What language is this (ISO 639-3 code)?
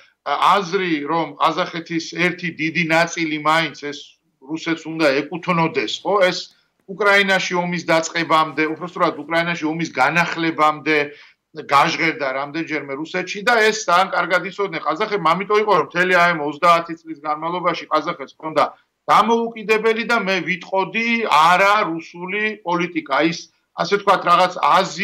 kat